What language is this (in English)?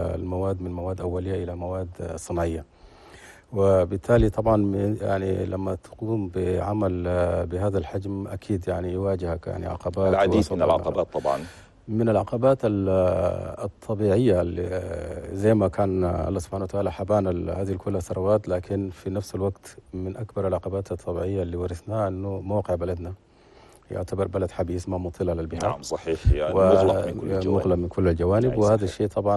Chadian Arabic